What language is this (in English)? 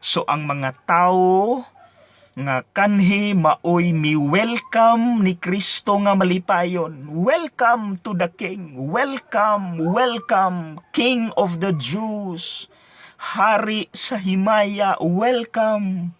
Cebuano